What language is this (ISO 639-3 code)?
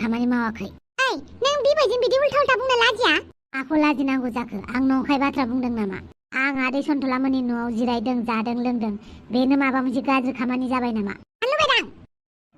brx